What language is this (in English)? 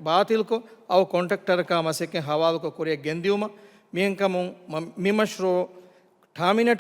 Divehi